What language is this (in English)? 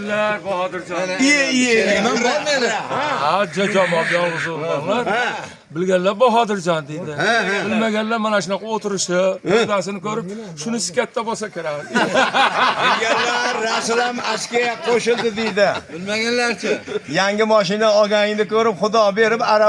Uzbek